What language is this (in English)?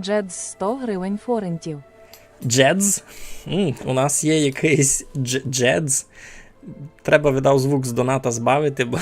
Rusyn